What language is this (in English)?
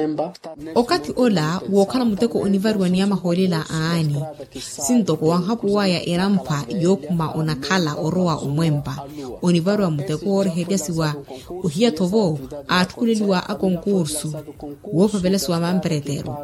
Makhuwa